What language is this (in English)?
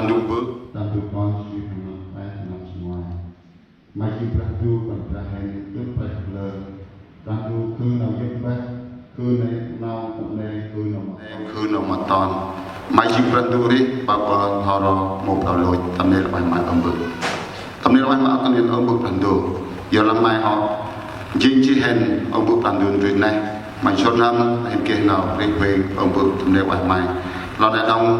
Central Mnong